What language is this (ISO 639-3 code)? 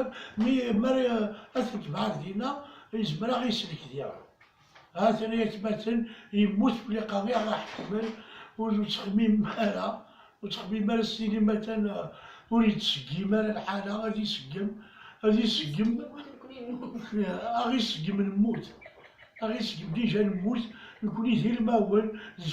kab